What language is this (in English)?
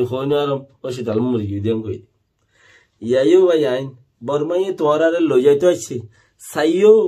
Rohingya